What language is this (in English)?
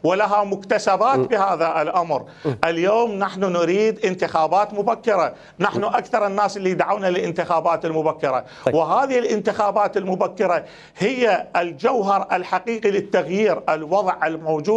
Mesopotamian Arabic